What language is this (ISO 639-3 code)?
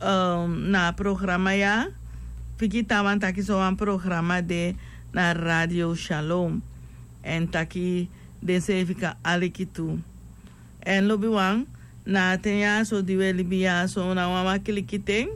srn